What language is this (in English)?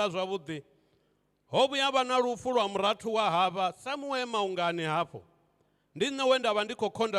Venda